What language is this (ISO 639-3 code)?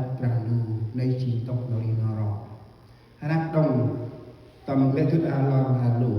cmo